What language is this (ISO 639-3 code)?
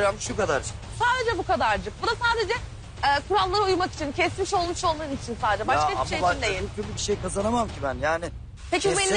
tur